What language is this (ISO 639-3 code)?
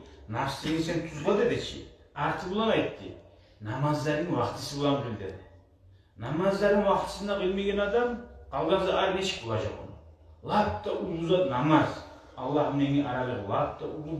kum